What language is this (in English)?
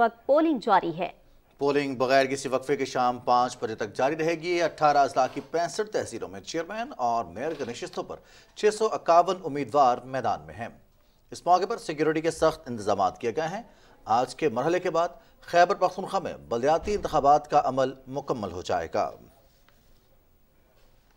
Urdu